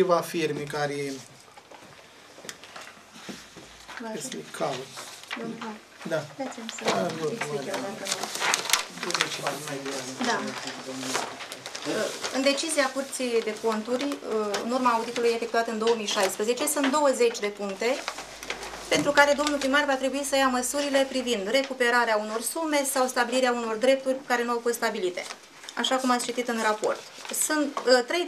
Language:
Romanian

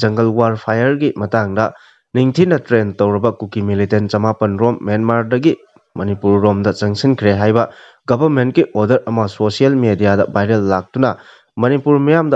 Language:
Manipuri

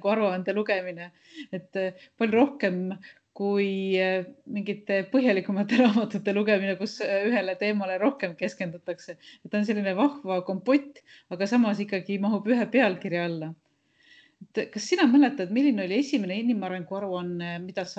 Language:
Estonian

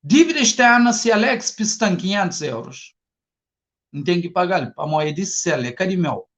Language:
Kabuverdianu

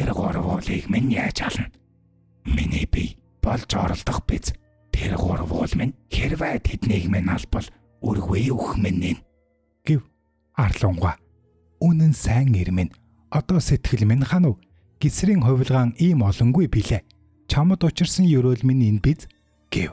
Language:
Mongolian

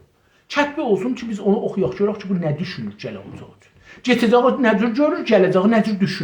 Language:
South Azerbaijani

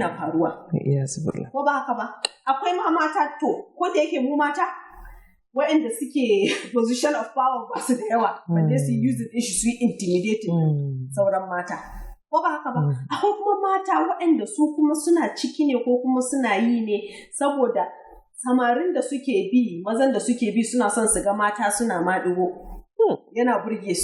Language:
Hausa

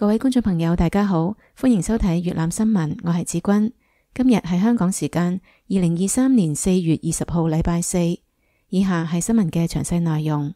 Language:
Cantonese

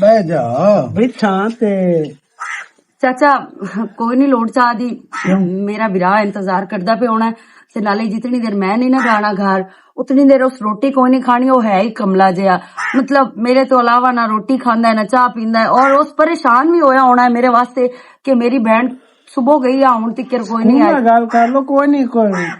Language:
Western Panjabi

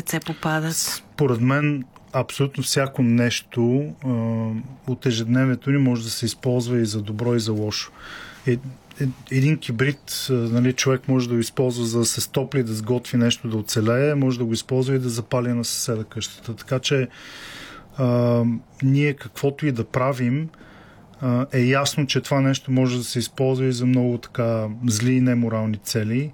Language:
Bulgarian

